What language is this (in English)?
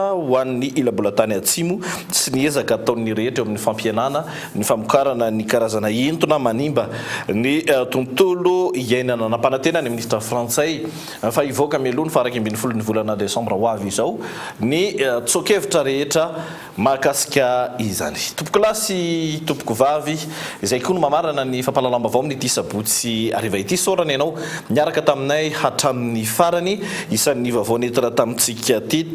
Malagasy